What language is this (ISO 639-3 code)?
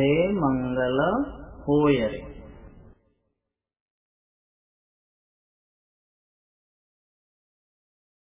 mar